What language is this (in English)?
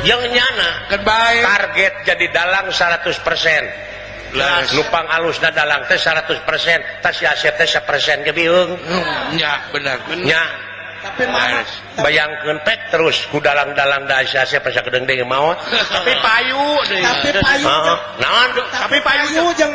Sundanese